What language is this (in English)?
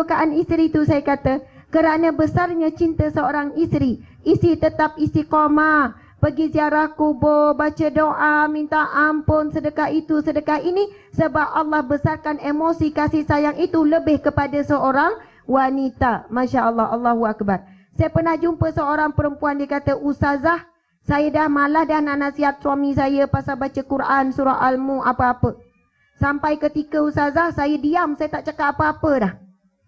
Malay